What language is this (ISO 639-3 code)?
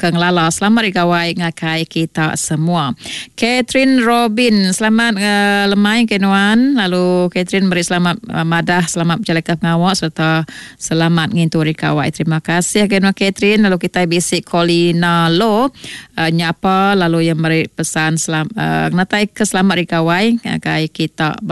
iba